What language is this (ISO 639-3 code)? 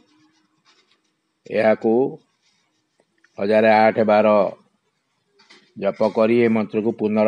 ori